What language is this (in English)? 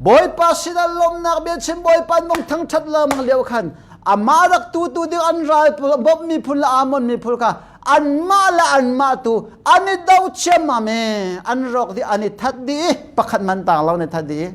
Hakha Chin